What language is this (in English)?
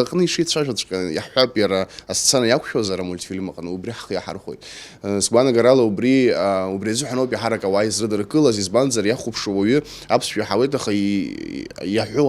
Abkhazian